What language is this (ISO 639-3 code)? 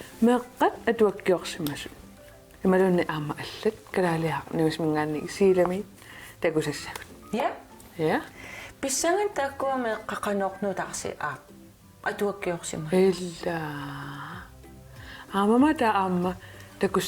kal